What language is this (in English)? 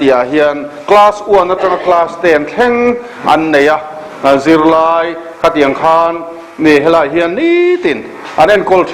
Mizo